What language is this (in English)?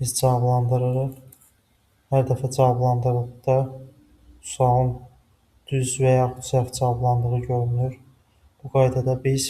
Azerbaijani